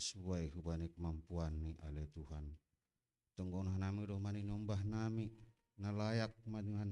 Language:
Batak Simalungun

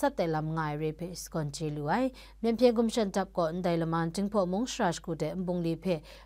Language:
Kachin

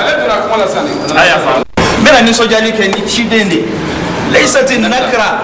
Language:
Bambara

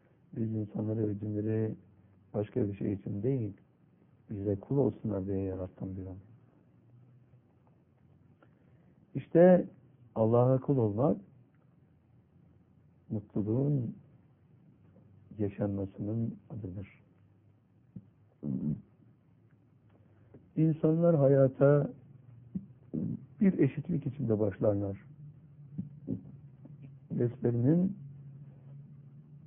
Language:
Turkish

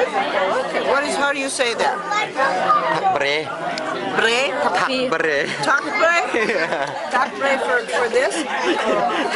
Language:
Hakha Chin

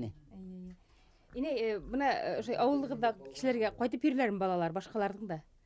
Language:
Bashkir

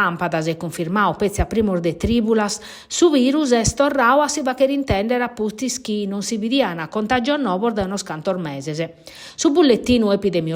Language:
Sardinian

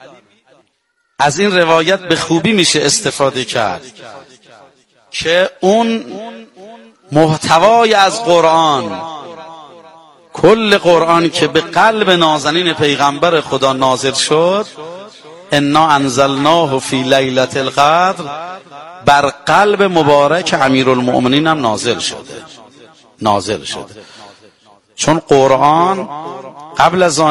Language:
Persian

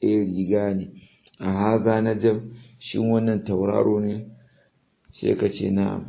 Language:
Hausa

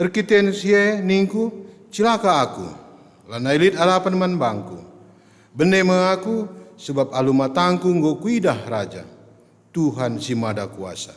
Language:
Batak Karo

